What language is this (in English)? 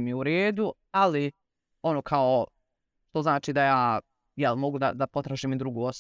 Serbian